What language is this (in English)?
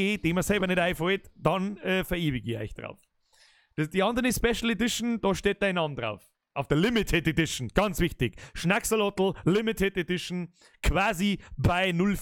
Bavarian